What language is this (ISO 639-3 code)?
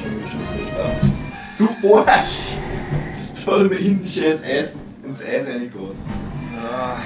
bar